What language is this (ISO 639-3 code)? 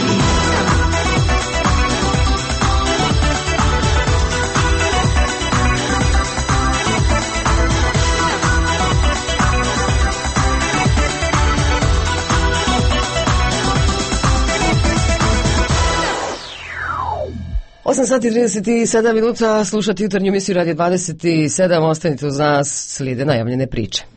hrv